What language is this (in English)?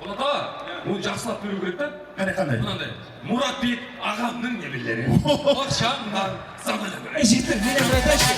Kara-Kalpak